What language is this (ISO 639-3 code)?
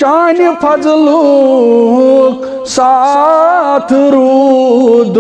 kas